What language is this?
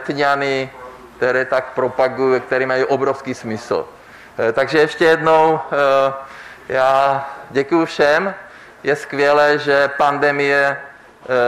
Czech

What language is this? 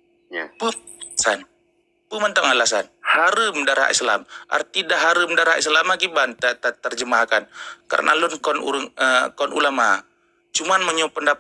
Achinese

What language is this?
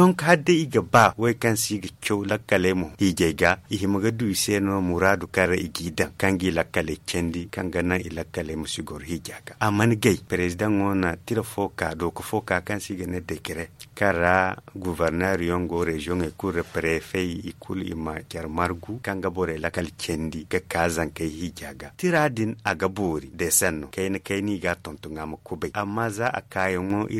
Zarma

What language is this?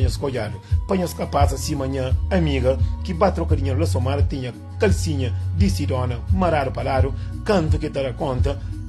Kabuverdianu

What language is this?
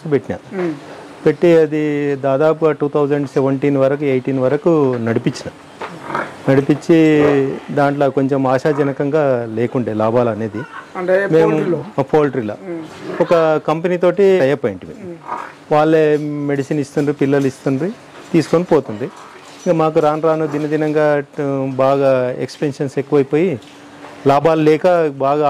Telugu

